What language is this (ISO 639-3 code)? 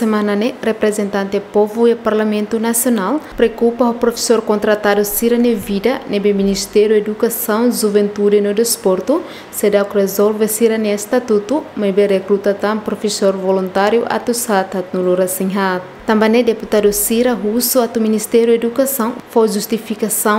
tet